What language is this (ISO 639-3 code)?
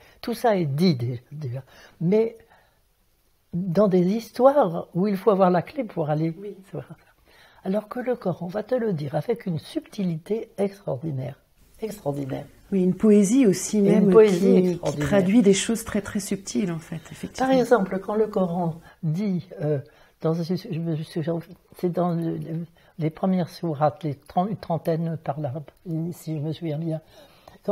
fra